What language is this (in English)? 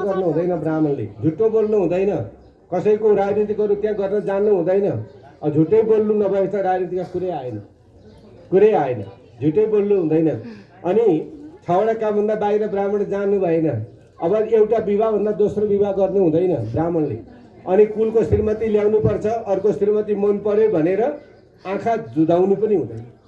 Nepali